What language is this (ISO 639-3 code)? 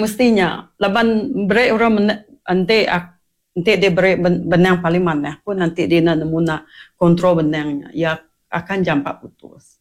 iba